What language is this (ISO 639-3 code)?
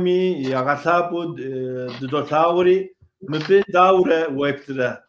kbd